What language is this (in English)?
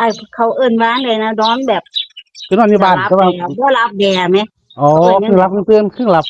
Northeastern Thai